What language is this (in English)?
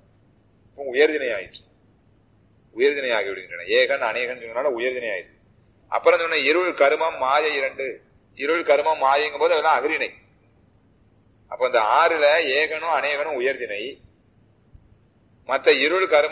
Tamil